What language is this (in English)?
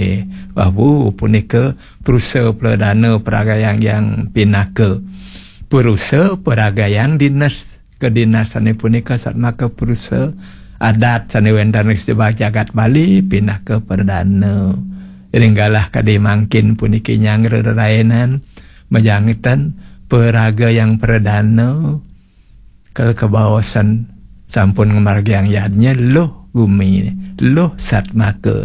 Balinese